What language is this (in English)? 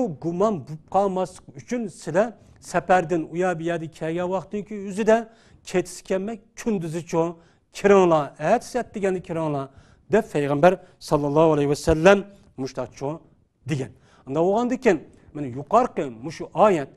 Uyghur